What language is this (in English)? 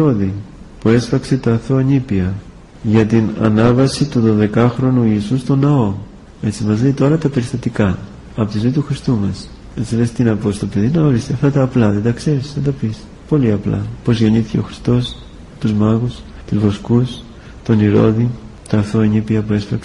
Greek